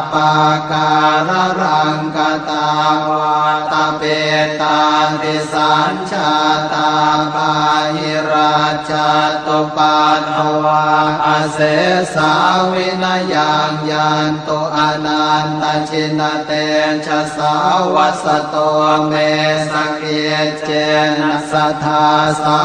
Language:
Pali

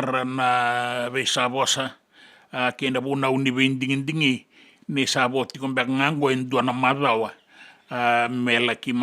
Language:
Fijian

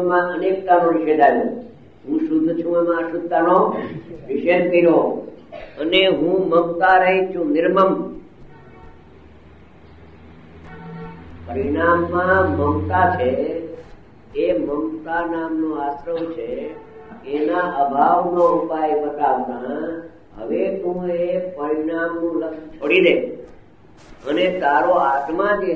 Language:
Gujarati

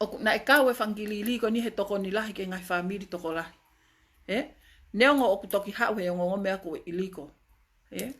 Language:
Tongan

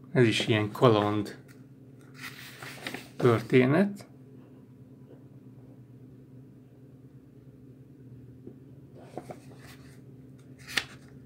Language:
Hungarian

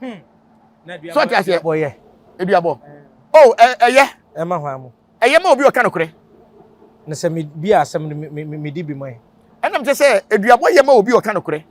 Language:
Akan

